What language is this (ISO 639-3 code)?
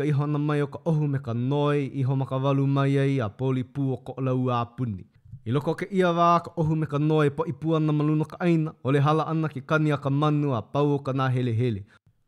haw